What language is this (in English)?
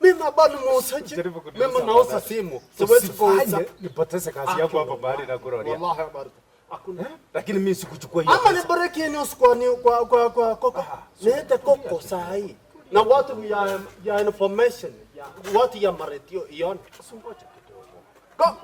Gusii